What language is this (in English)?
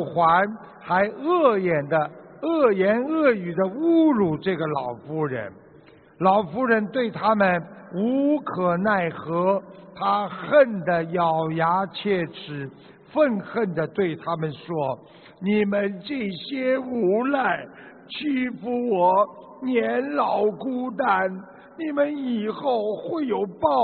Chinese